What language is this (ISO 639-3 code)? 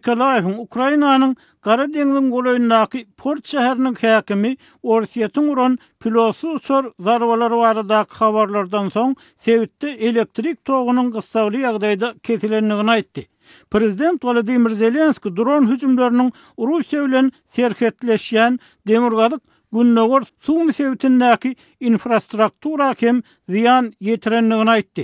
tuk